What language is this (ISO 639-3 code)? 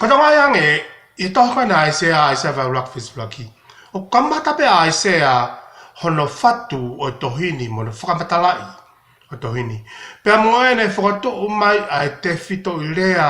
ton